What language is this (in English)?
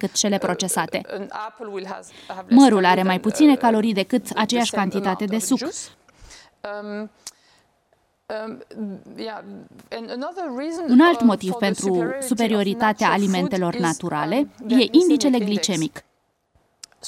Romanian